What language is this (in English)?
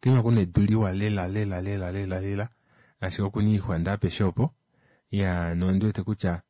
Kuanyama